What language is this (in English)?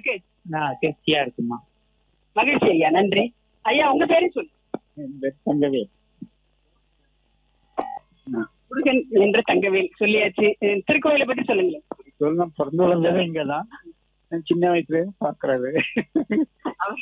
Tamil